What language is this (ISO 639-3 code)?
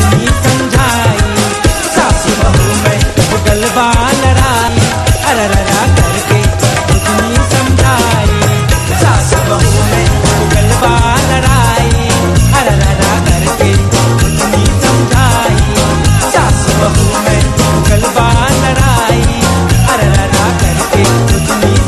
bho